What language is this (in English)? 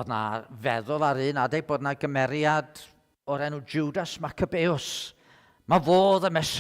Welsh